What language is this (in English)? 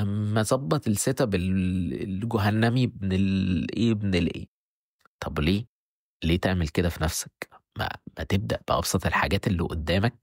Egyptian Arabic